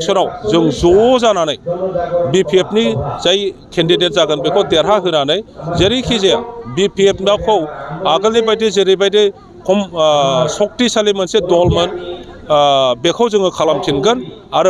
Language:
Bodo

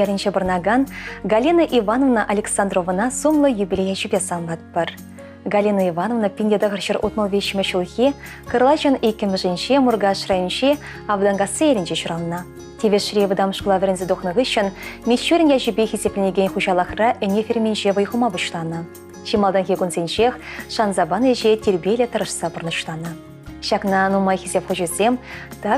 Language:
Chuvash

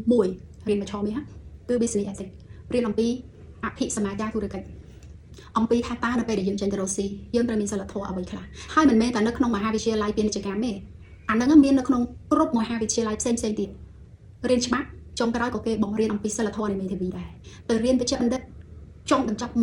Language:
Khmer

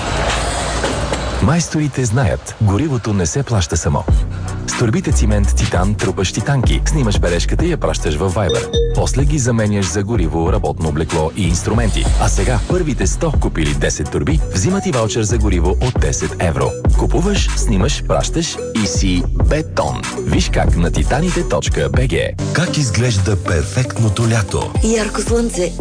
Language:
Bulgarian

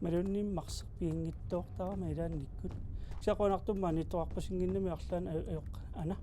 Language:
Kalaallisut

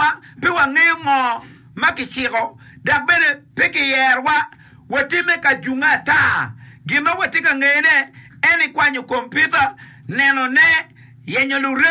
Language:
Acoli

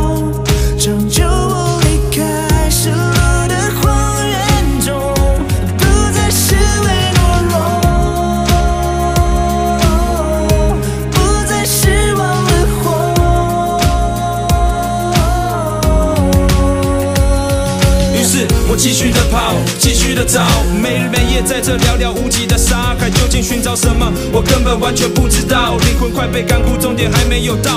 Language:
Chinese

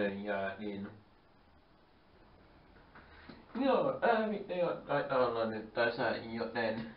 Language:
Finnish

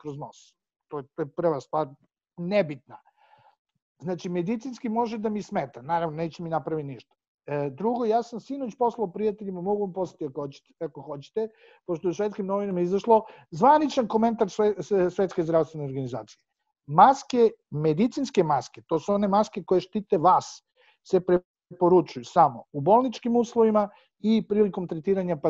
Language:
Serbian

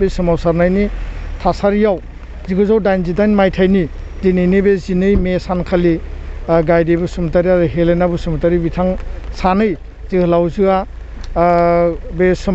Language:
Bodo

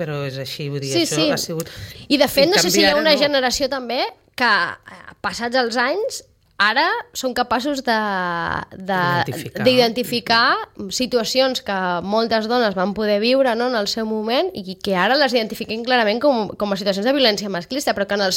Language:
Catalan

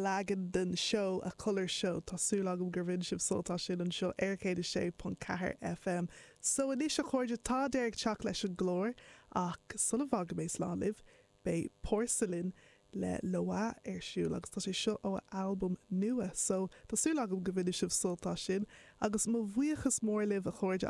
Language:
Irish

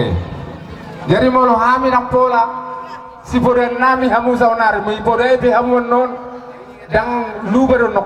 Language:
Batak Toba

